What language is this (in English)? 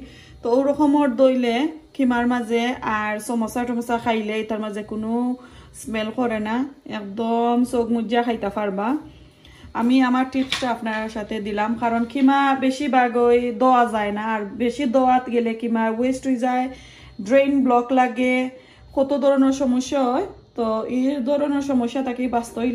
Sylheti